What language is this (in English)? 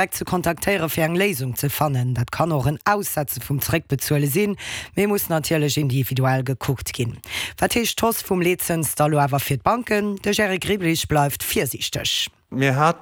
Luxembourgish